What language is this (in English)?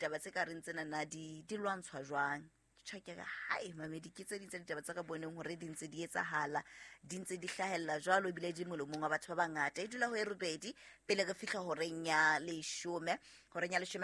Southern Sotho